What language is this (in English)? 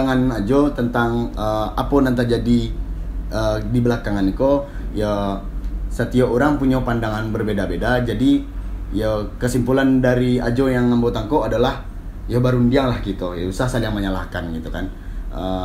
Minangkabau